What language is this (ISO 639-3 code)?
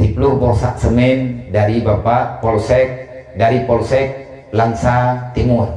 ace